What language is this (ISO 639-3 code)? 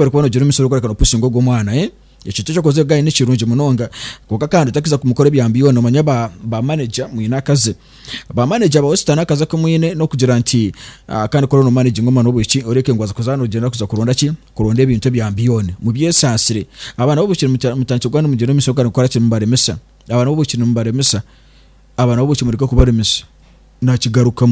nyn